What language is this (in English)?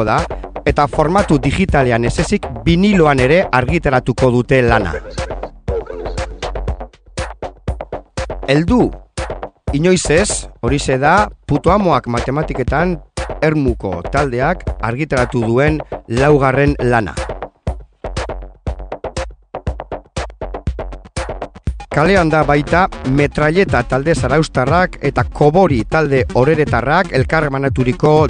Basque